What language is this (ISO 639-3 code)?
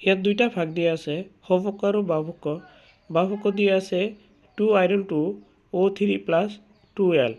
asm